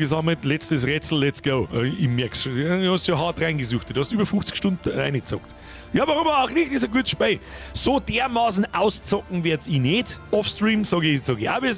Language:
Bavarian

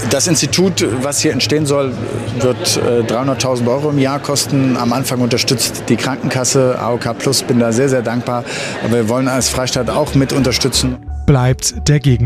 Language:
German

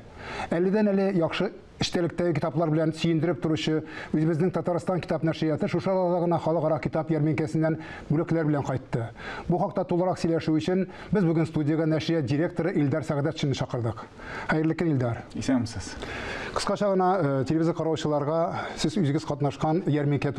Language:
Tatar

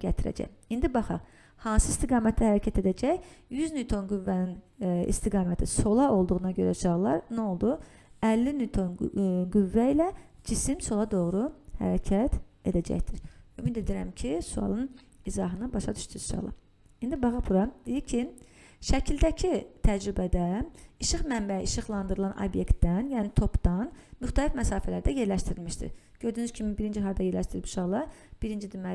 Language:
Azerbaijani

